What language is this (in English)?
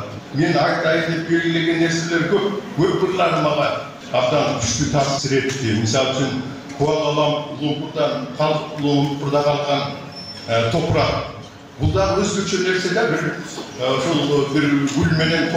Kyrgyz